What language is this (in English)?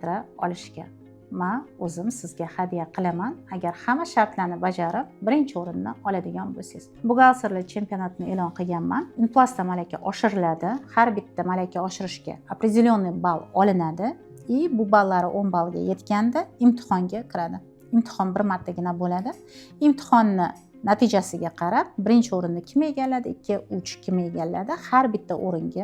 Uzbek